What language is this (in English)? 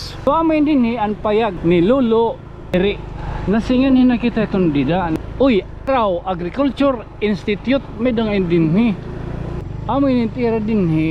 Waray